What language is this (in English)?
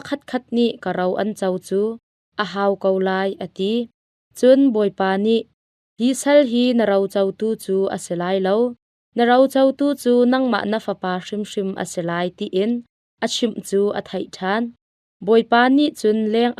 Hakha Chin